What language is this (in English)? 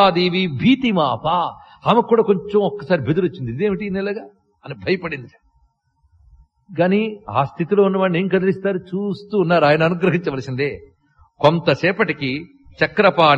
Telugu